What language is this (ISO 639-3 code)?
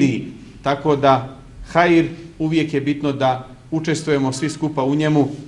bos